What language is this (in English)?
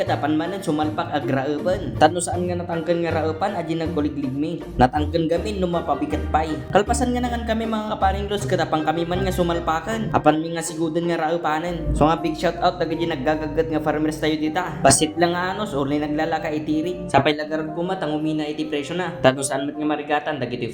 Iloko